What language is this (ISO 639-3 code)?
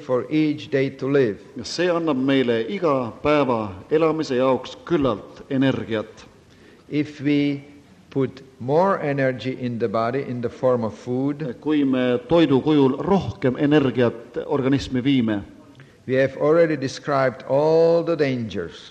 est